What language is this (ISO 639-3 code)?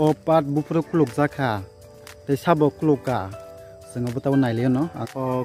trp